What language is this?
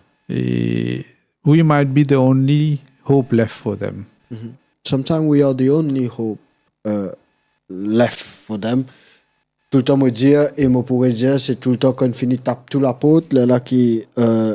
Morisyen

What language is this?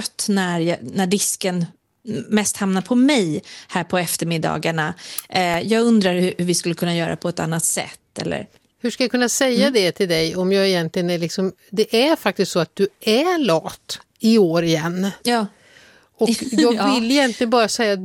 Swedish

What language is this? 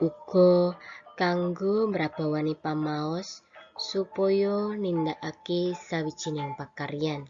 Javanese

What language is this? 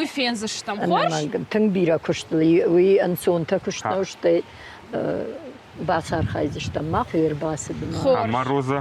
Ossetic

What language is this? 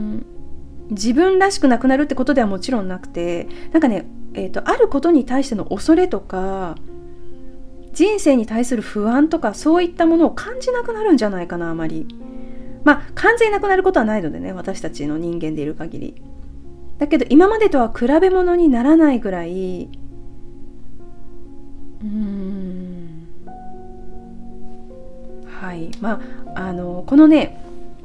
Japanese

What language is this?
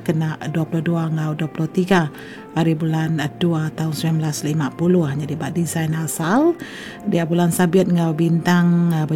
Iban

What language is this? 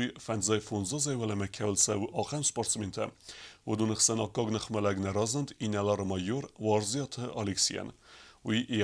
Ossetic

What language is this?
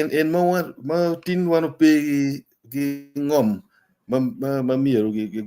Acoli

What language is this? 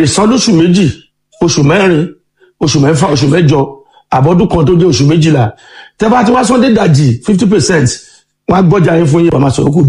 Yoruba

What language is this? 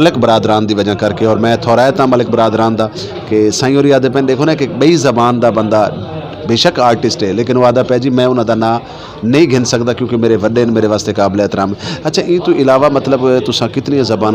Saraiki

